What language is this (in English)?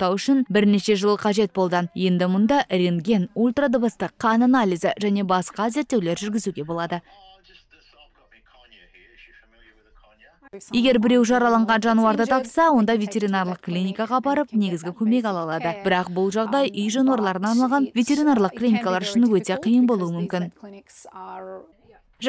Kazakh